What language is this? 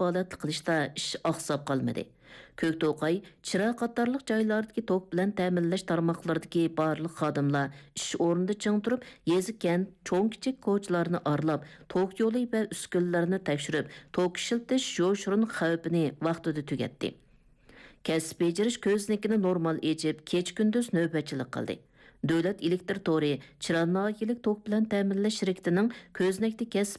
Uyghur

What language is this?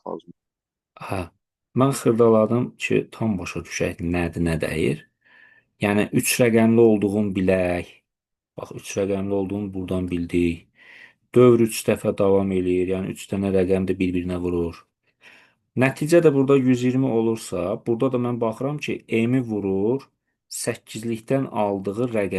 Azerbaijani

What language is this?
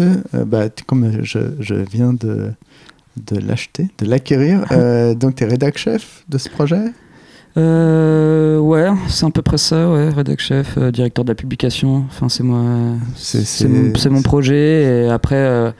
French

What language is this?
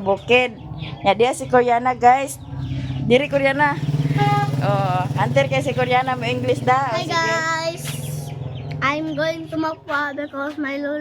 Cebuano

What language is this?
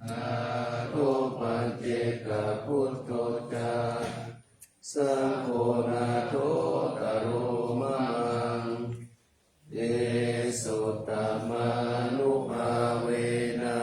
Pali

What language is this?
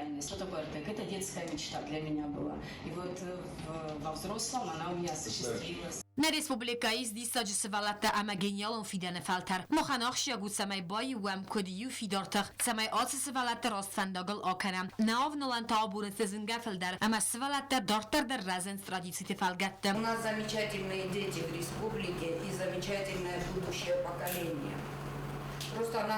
Ossetic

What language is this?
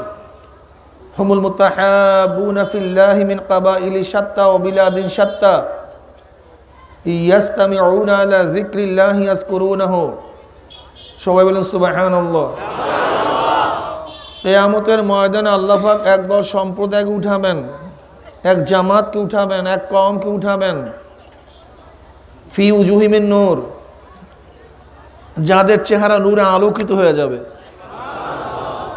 Bangla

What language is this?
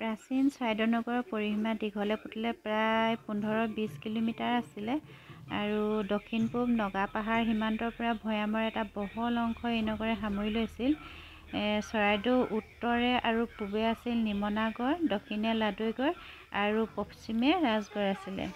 Assamese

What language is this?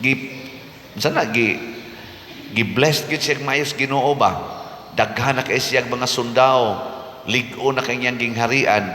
Cebuano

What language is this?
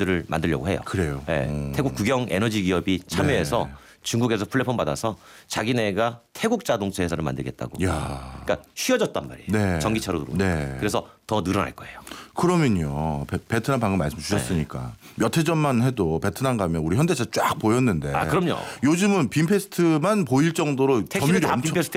Korean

